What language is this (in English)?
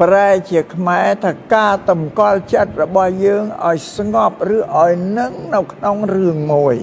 Khmer